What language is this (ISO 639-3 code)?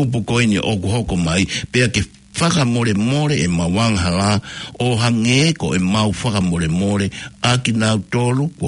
ton